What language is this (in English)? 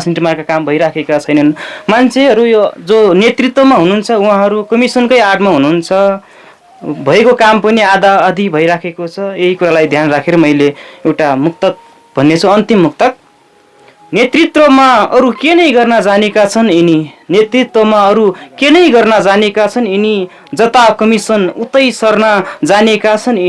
Nepali